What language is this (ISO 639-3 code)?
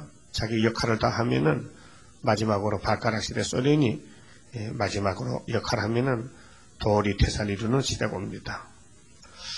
kor